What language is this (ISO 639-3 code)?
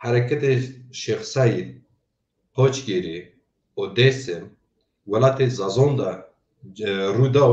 zza